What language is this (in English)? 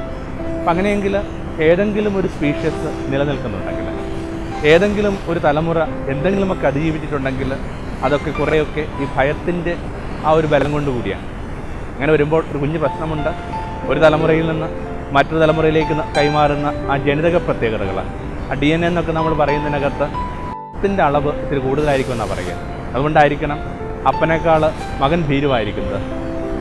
Malayalam